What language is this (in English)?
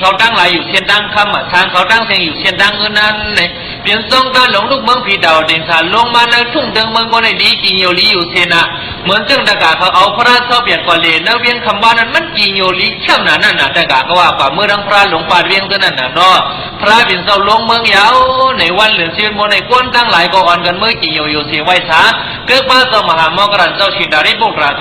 Shan